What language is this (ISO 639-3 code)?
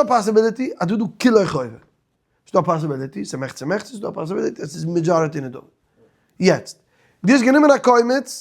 yid